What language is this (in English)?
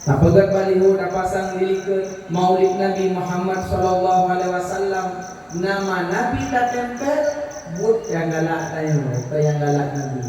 Achinese